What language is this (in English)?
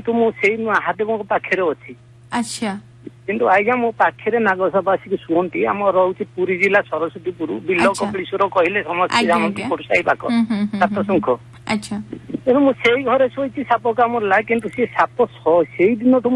Odia